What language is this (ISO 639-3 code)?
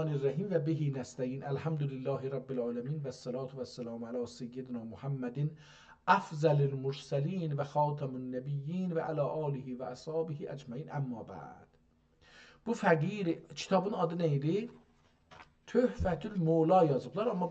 azb